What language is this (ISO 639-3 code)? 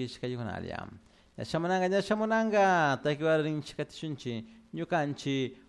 qug